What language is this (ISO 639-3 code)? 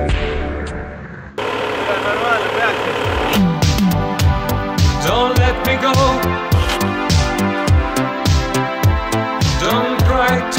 est